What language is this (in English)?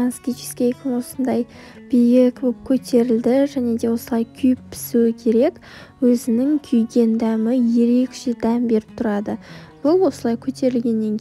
Kazakh